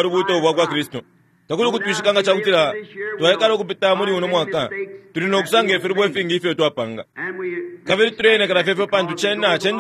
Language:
Bemba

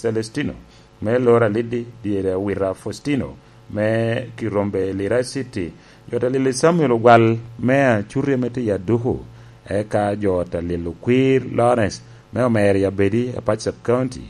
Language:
Lango (Uganda)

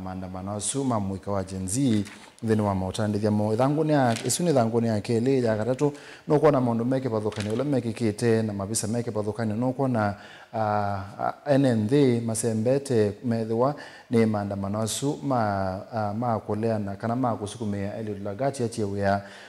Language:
Kamba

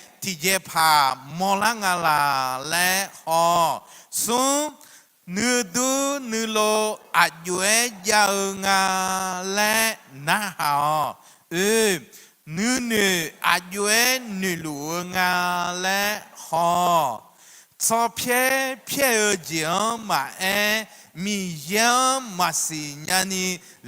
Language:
Akha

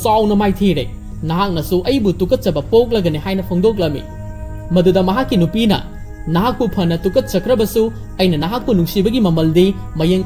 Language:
Manipuri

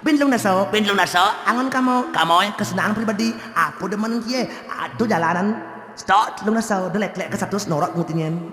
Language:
Balinese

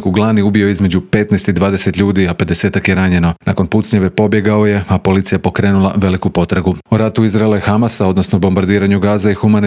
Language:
Croatian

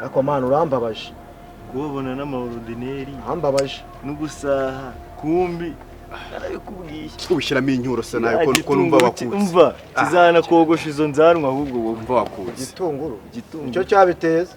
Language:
Kinyarwanda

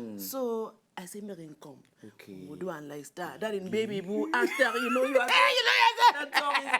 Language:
Nigerian Pidgin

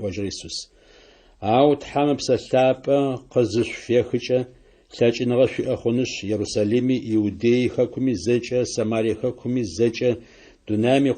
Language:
Adyghe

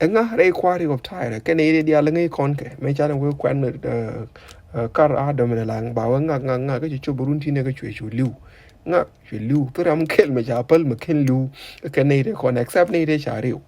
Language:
Nuer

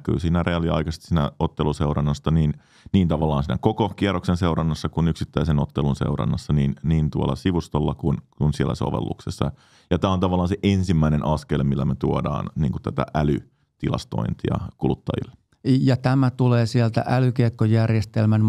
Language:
Finnish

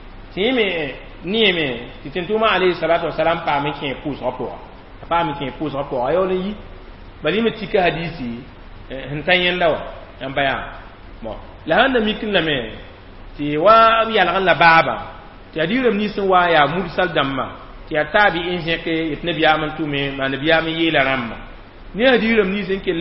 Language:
Mossi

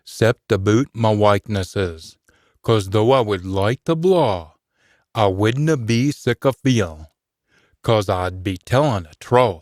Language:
Scots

